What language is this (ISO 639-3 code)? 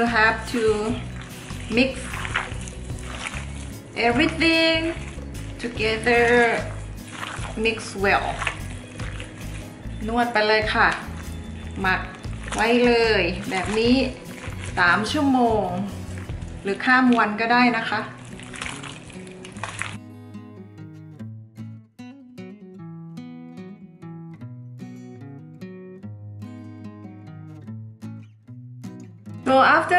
tha